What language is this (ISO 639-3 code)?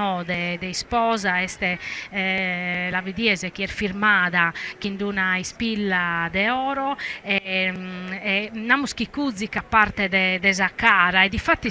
srd